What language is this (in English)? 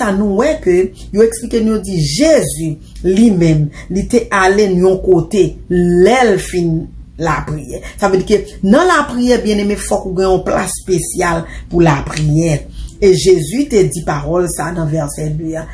Haitian Creole